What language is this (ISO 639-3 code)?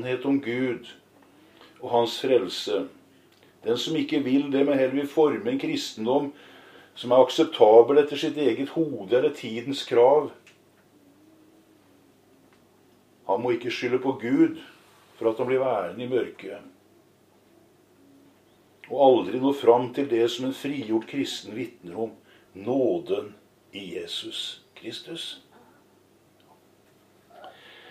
nor